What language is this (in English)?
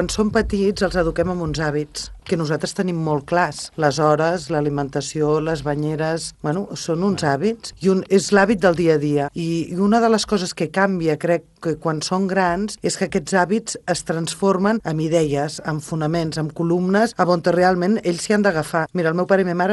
Catalan